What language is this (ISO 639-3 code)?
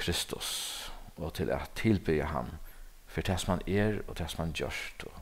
fao